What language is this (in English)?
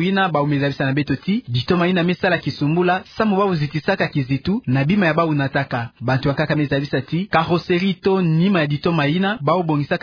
Kituba (Democratic Republic of Congo)